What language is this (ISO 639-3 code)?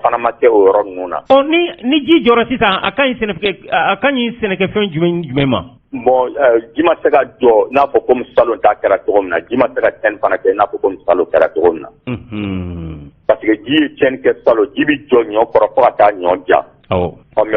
bam